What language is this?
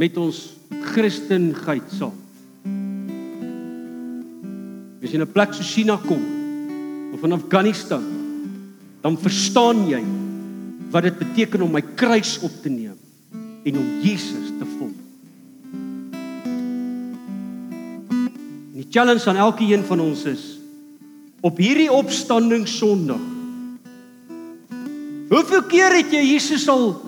Afrikaans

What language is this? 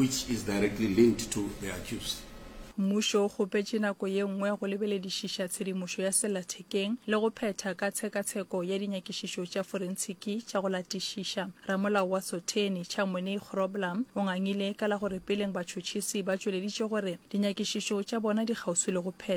Northern Sotho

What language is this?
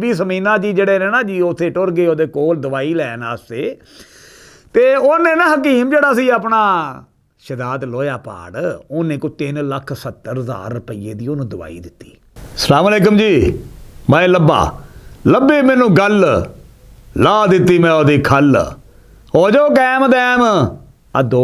Western Panjabi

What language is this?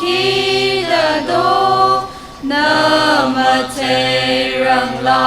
Tangkhul Naga (India)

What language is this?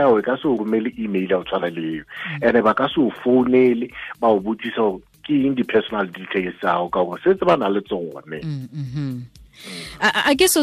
Southern Sotho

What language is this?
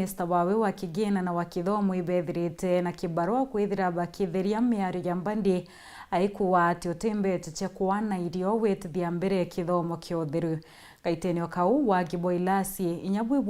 Meru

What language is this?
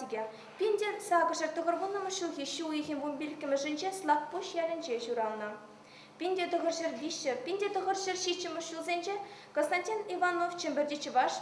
Chuvash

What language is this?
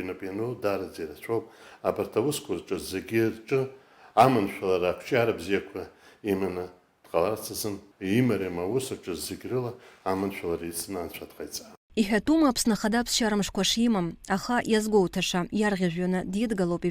Abkhazian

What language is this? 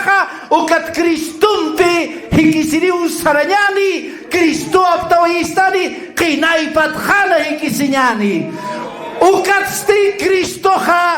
Aymara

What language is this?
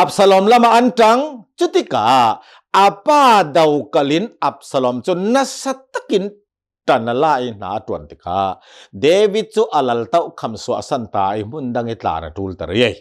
Hakha Chin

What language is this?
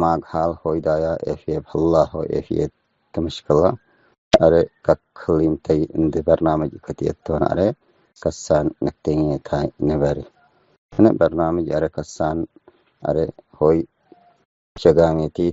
Tigre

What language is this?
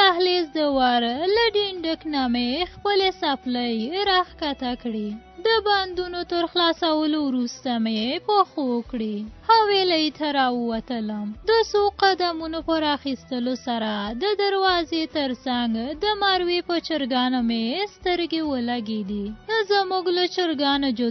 Pashto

